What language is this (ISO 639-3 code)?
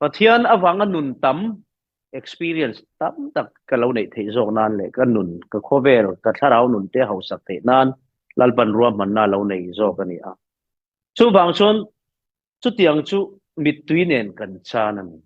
lus